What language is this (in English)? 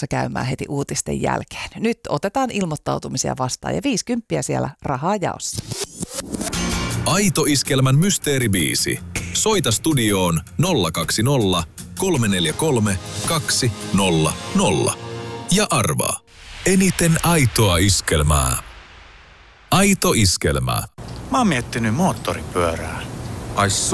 Finnish